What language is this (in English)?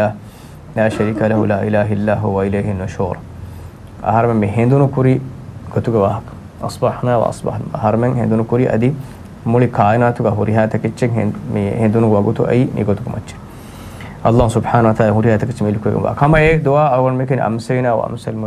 Divehi